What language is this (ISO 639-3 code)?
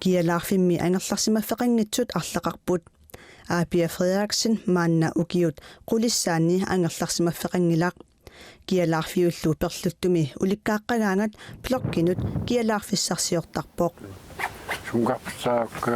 kal